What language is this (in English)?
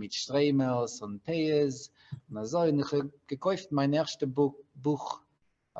Yiddish